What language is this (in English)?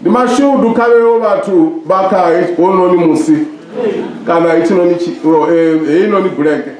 Venda